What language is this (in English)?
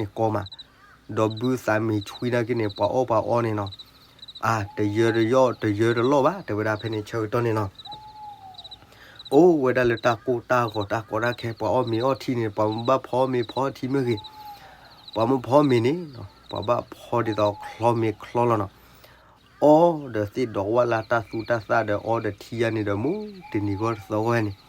S'gaw Karen